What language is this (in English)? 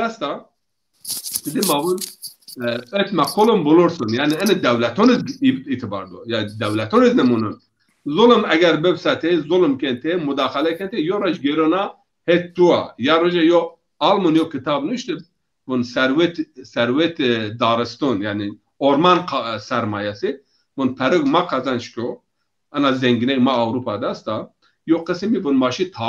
Zaza